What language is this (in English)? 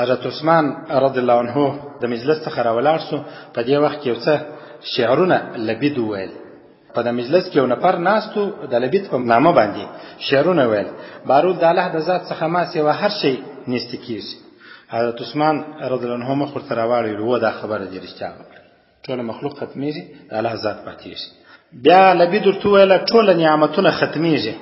Pashto